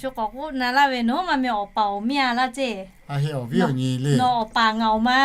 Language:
Lahu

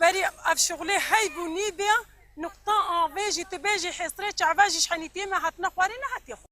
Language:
Kurdish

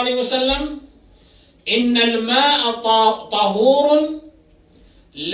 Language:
Maranao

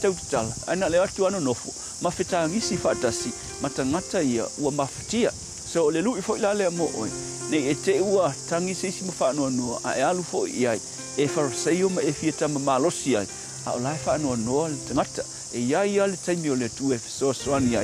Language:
Samoan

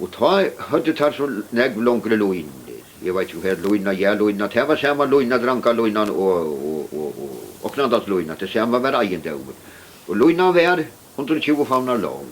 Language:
Faroese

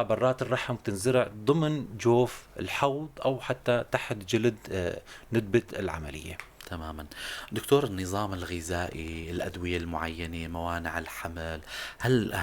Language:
North Levantine Arabic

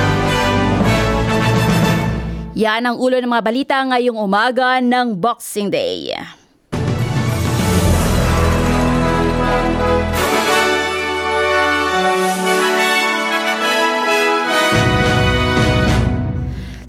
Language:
Filipino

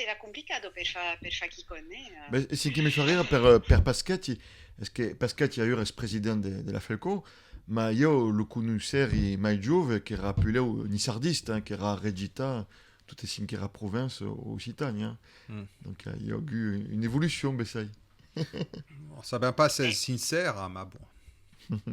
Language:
Occitan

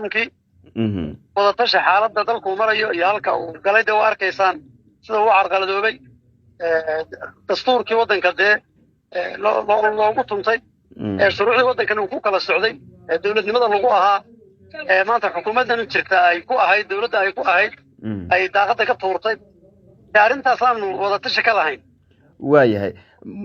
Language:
Somali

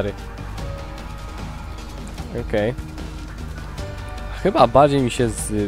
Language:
Polish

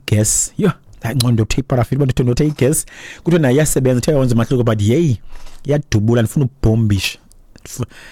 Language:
Xhosa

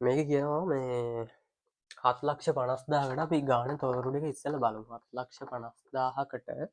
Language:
Sinhala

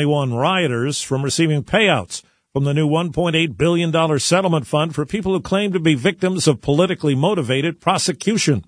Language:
English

